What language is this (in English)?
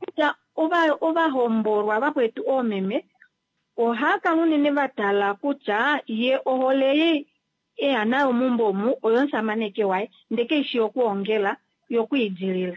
Kuanyama